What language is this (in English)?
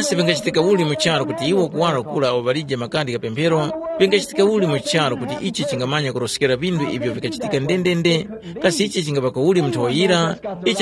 Tumbuka